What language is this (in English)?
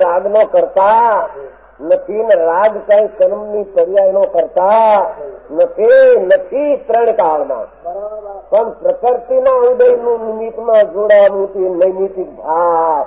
Gujarati